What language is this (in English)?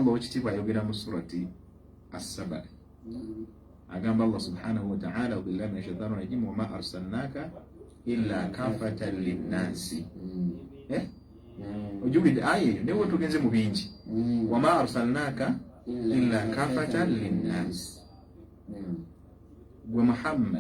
Ganda